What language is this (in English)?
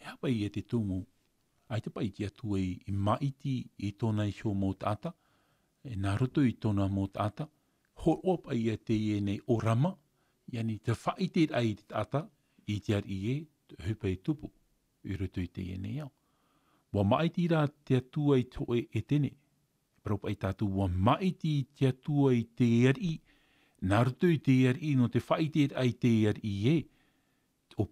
Tahitian